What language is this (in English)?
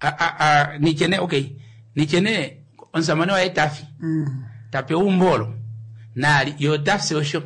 Kuanyama